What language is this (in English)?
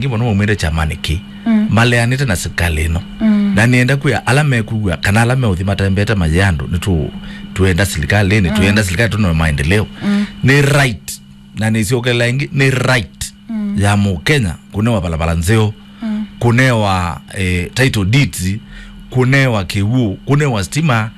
Kamba